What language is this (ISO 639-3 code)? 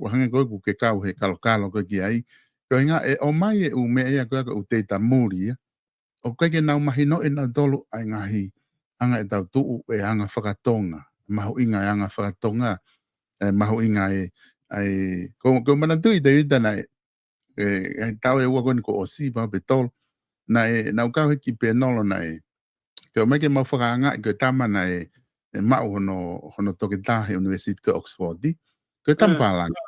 ton